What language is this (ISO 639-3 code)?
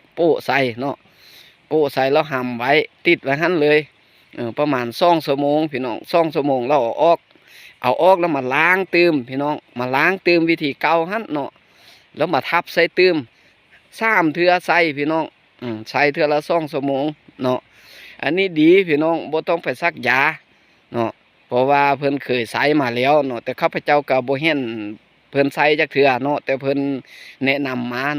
lao